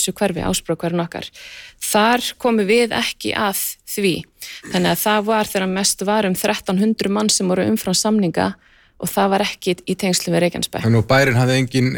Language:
Icelandic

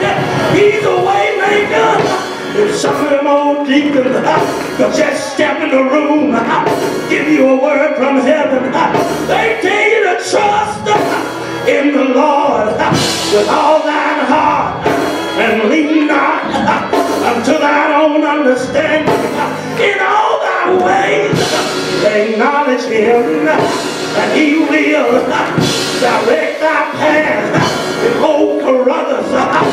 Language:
English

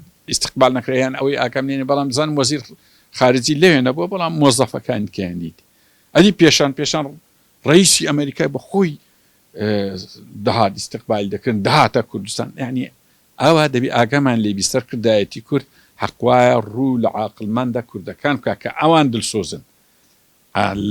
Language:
Central Kurdish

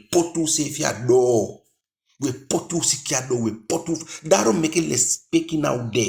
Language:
Eastern Maroon Creole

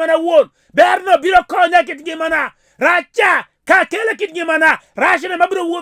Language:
Luo (Kenya and Tanzania)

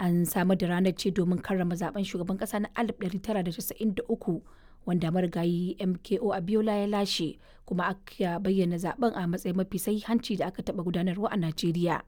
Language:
Hausa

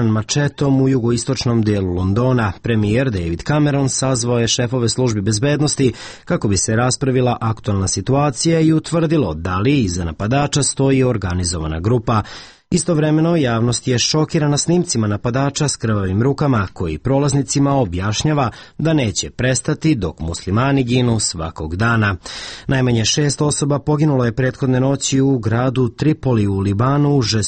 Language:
Serbian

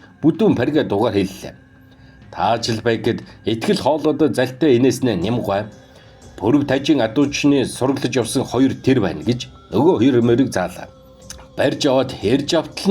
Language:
Mongolian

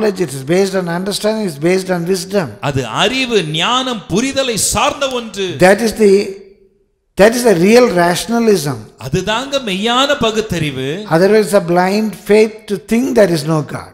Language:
Tamil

